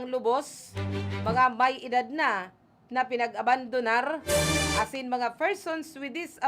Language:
Bikol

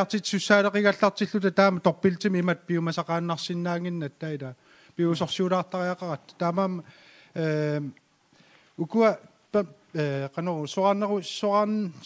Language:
Kalaallisut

